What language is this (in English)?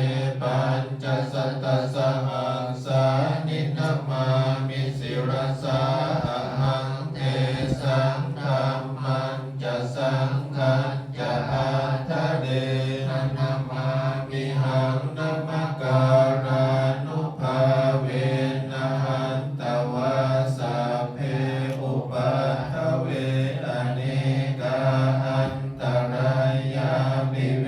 Pali